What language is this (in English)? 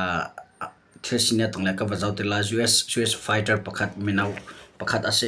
Hakha Chin